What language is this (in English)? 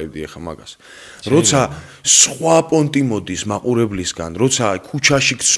Georgian